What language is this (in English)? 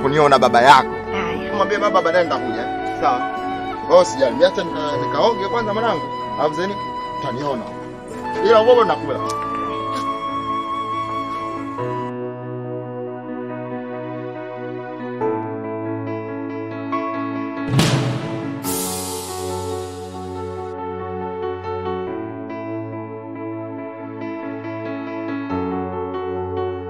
Swahili